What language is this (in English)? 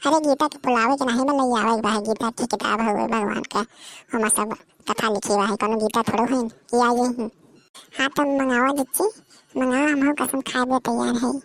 Awadhi